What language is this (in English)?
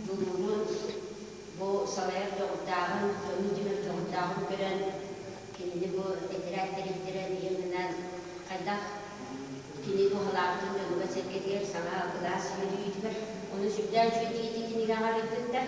Yakut